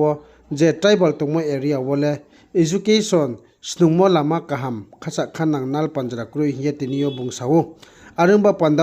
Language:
Riang (India)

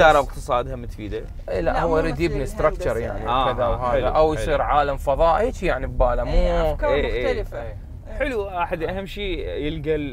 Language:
Mesopotamian Arabic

